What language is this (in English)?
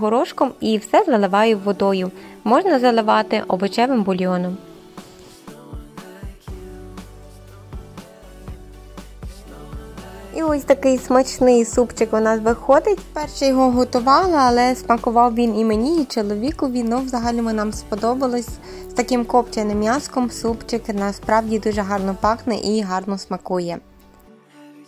Ukrainian